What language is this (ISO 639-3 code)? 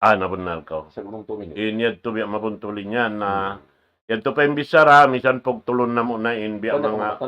tsg